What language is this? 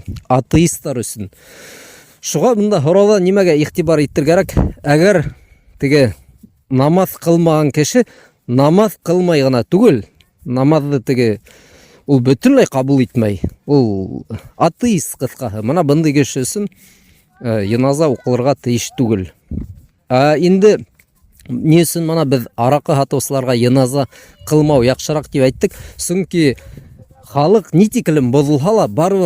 Bashkir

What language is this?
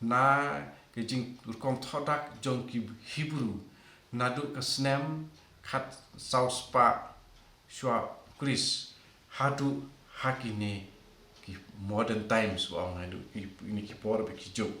Khasi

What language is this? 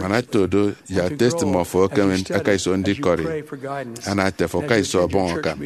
Efik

